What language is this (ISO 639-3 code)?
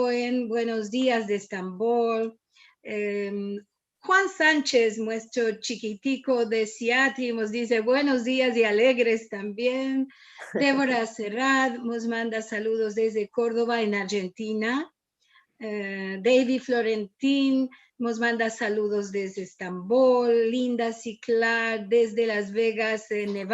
lad